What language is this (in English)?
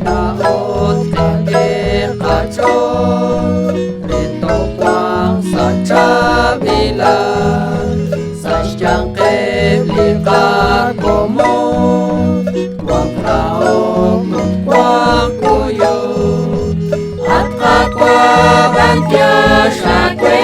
Kekchí